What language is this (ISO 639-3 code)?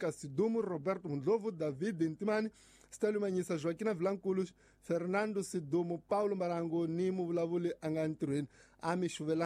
tso